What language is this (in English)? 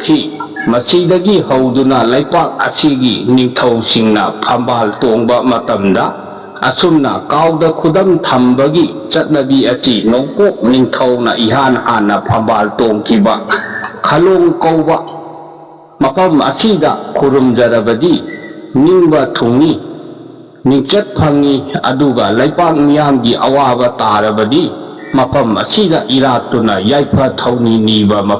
Manipuri